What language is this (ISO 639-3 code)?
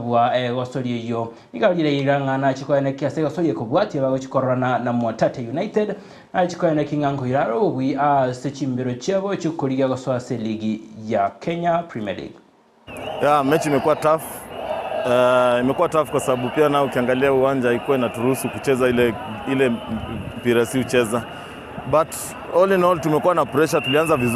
guz